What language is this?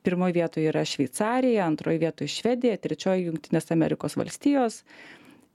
Lithuanian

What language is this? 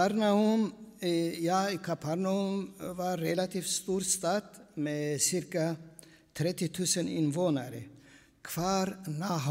Swedish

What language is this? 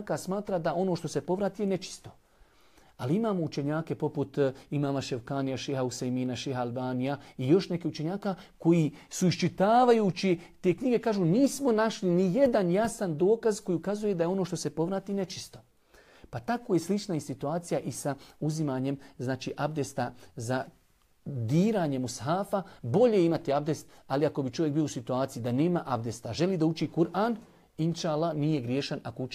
Bosnian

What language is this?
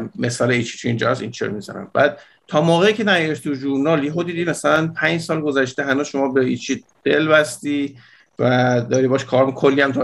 Persian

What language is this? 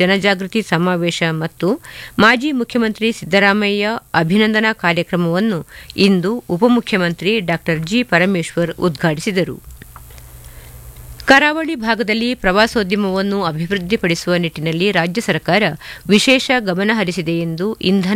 Kannada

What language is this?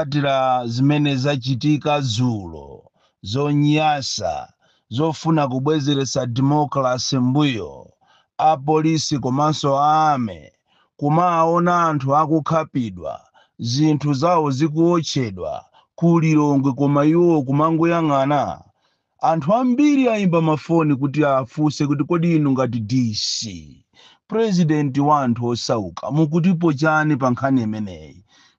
Nyanja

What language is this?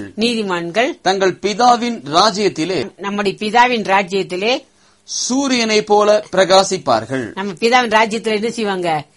Tamil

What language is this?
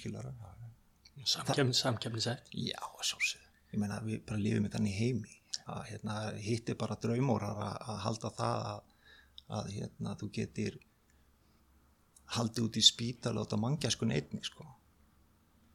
Icelandic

